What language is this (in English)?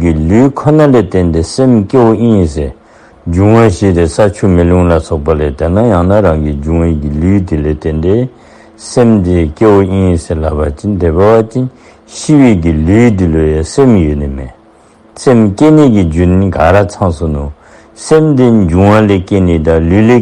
Dzongkha